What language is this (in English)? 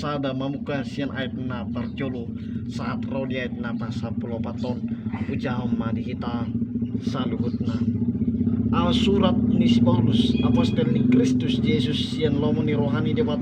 Batak Toba